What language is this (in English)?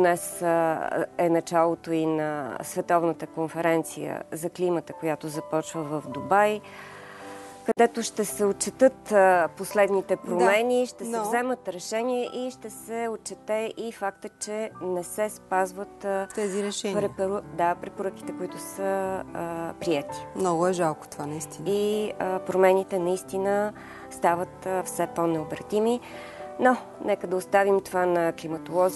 Bulgarian